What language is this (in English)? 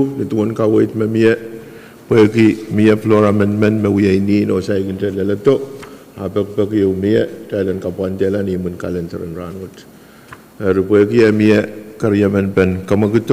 Pohnpeian